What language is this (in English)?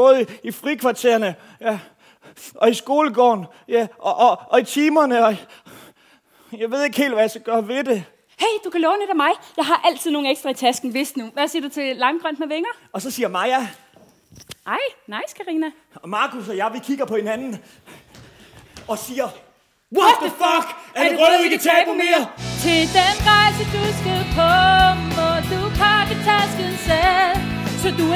Danish